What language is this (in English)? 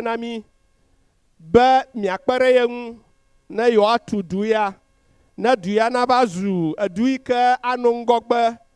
Ewe